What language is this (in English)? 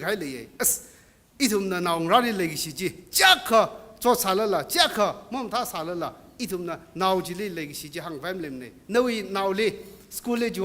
Tangkhul Naga (India)